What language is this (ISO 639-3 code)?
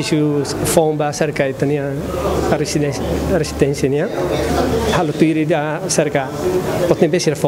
tet